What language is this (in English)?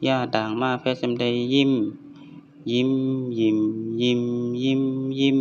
Shan